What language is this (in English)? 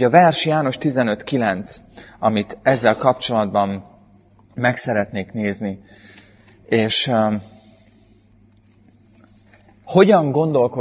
Hungarian